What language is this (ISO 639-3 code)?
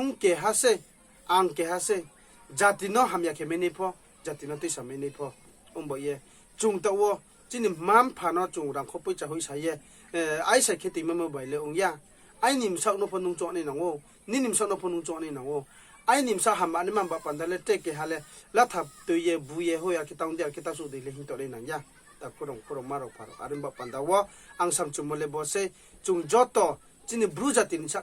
ria